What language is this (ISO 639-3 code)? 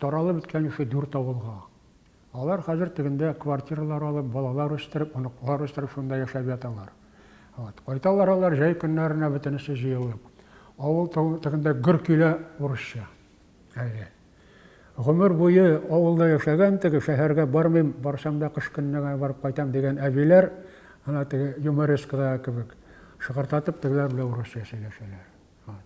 tat